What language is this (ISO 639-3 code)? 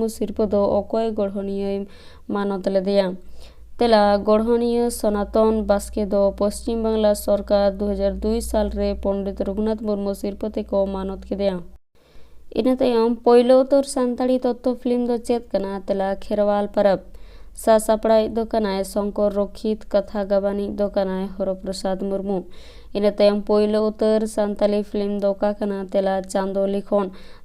sat